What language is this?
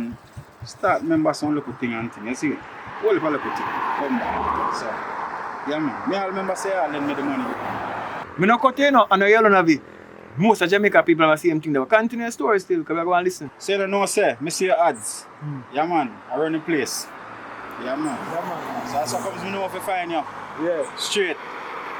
Jamaican Creole English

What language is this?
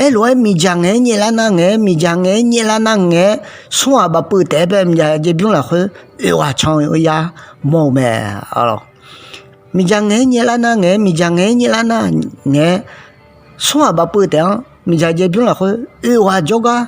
Akha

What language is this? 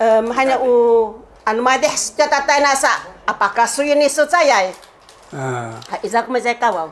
Sakizaya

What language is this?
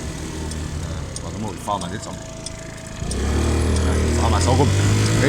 Palatine German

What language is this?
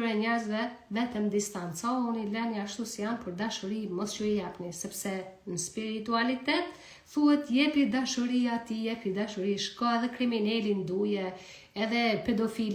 Albanian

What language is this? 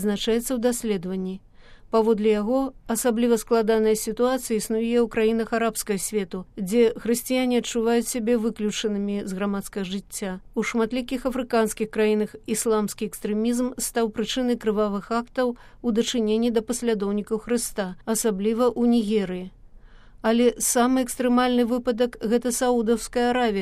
Belarusian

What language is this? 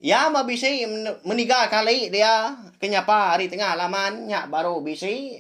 Iban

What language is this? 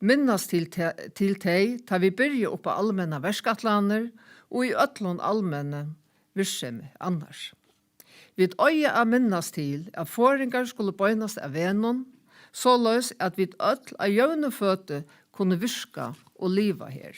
Faroese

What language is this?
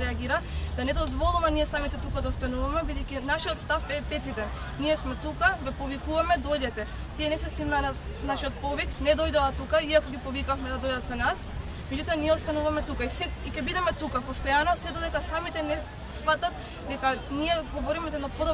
Macedonian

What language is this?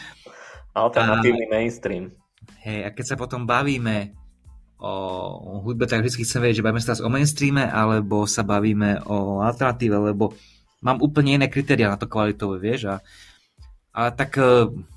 Slovak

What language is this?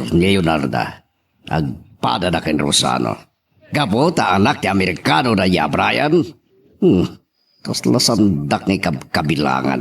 Iloko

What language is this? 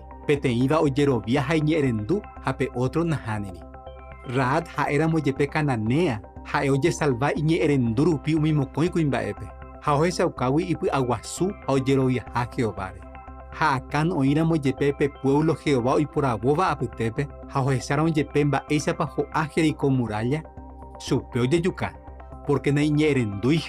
Guarani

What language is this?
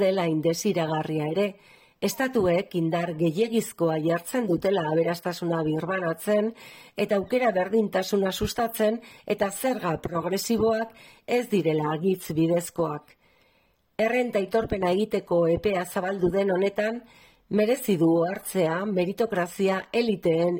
Basque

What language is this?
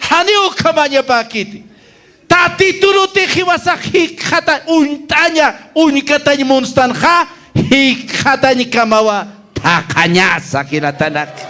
Aymara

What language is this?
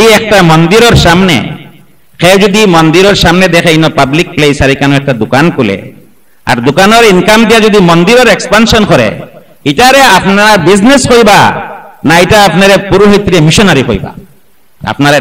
Sylheti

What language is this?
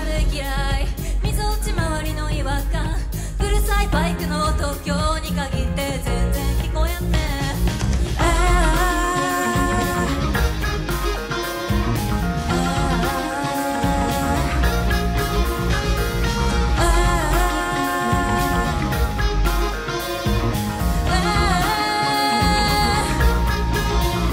Japanese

